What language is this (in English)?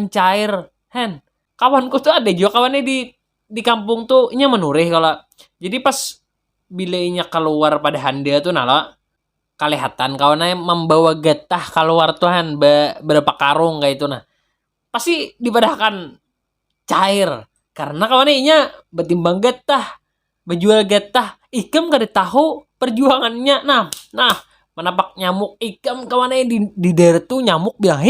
Banjar